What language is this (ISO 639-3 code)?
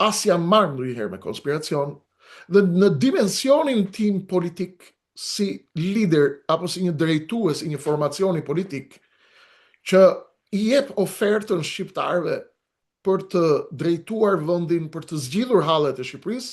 sqi